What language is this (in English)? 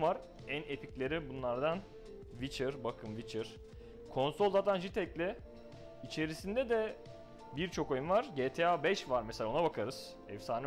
Turkish